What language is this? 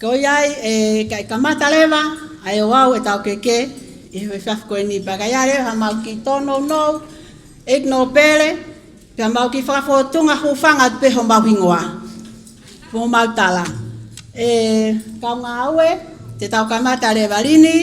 Tongan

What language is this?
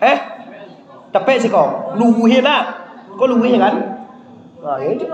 Minangkabau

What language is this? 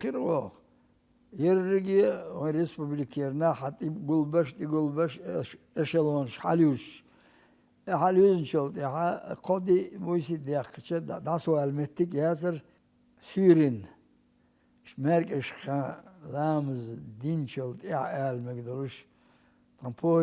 Chechen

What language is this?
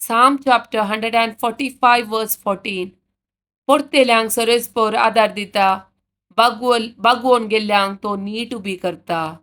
Konkani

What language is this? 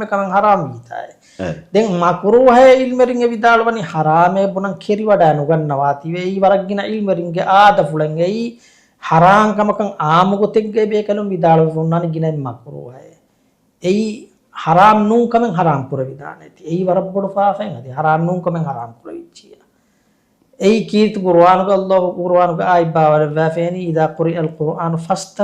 Divehi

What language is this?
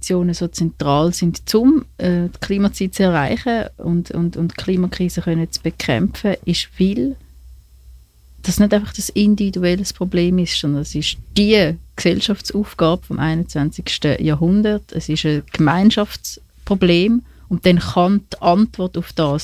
German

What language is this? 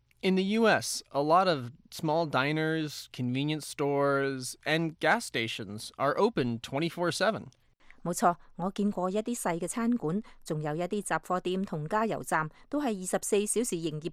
Cantonese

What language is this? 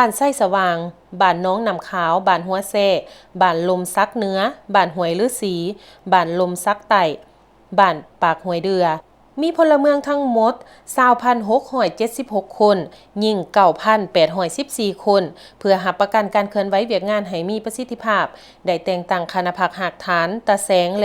Lao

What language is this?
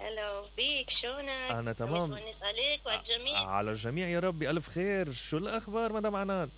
Mesopotamian Arabic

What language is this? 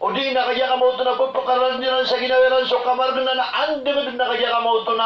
Maranao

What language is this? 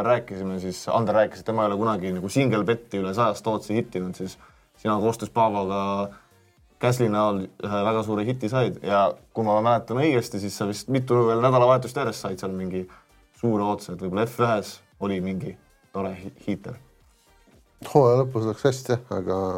Estonian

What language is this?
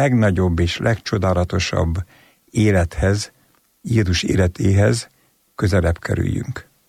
Hungarian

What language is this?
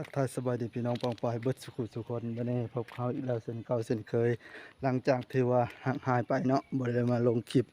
Northeastern Thai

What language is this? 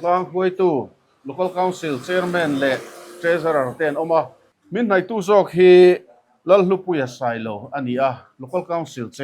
Mizo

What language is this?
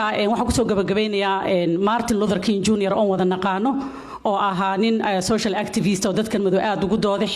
Somali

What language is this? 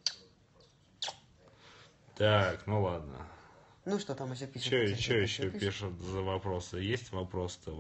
Russian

